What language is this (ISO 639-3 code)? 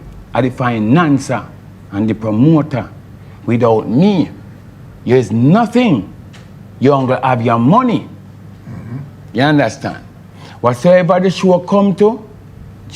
jam